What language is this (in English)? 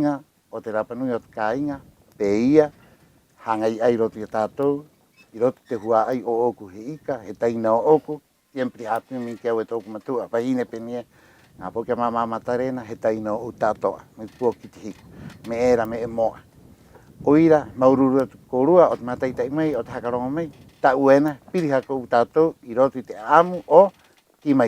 Rapanui